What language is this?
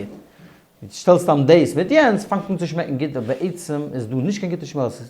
Yiddish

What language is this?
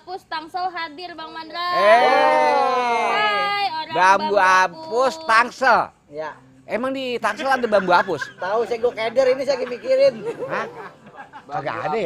Betawi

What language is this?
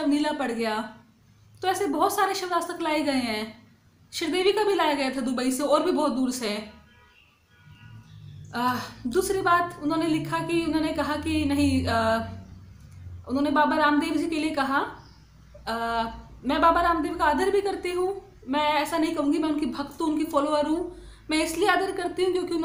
Hindi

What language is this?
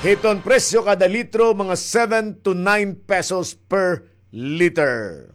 Waray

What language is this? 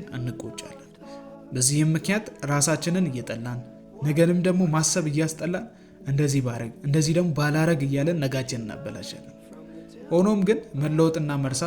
Amharic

